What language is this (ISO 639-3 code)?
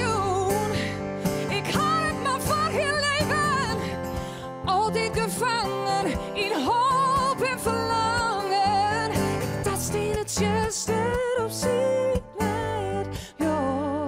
fry